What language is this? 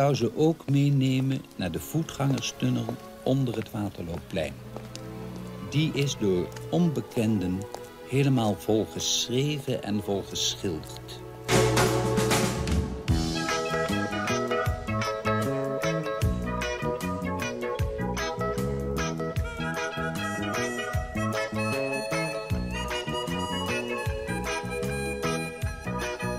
Dutch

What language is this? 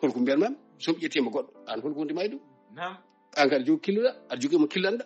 Fula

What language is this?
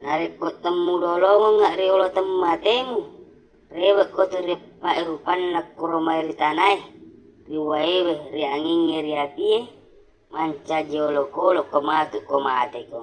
Buginese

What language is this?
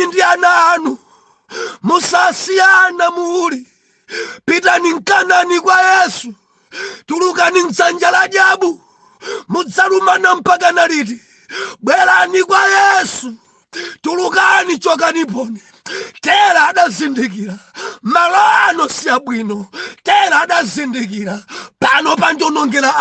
Nyanja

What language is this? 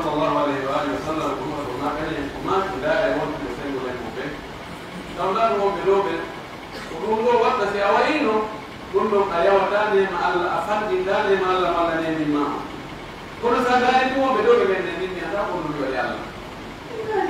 Pular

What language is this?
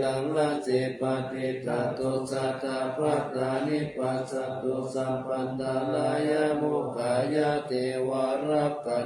Pali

